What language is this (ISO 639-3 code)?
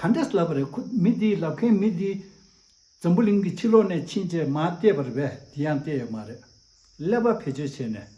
bod